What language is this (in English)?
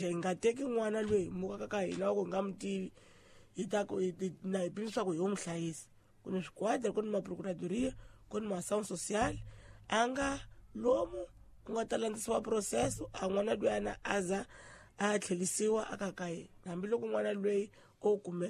Tsonga